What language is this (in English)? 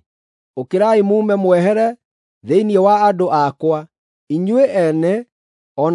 Kikuyu